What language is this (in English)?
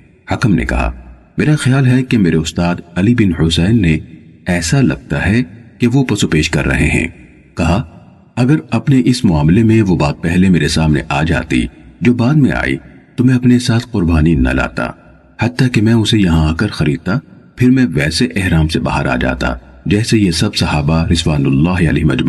Urdu